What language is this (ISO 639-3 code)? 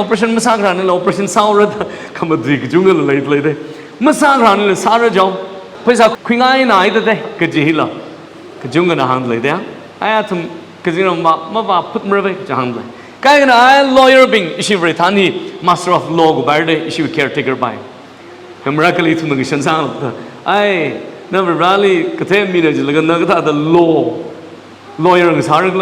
nmf